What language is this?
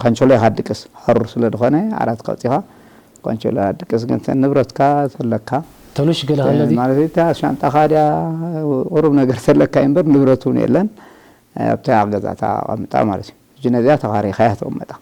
Tigrinya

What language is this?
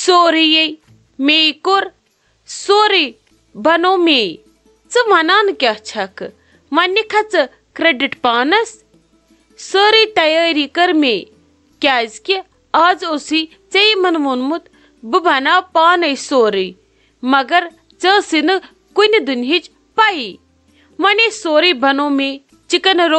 Kashmiri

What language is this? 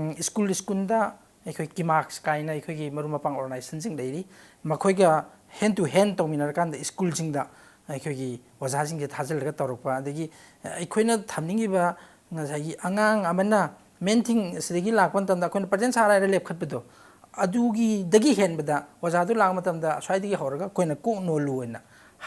Manipuri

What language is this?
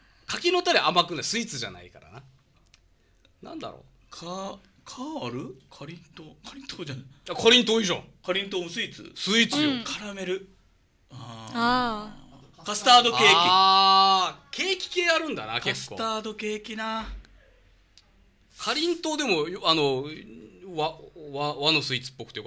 Japanese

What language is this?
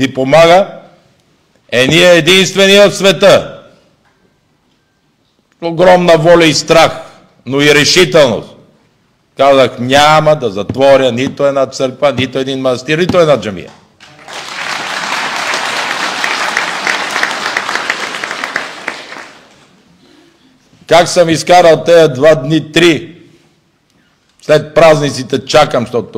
Bulgarian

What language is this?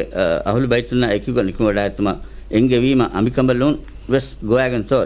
Divehi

